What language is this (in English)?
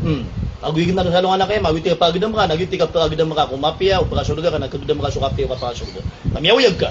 Maranao